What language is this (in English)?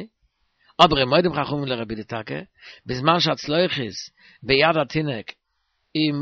Yiddish